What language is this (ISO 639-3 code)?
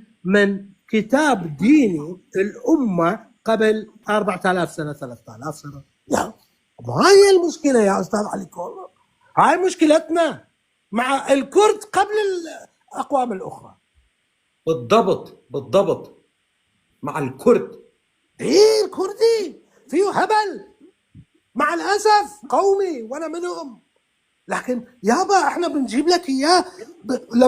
apc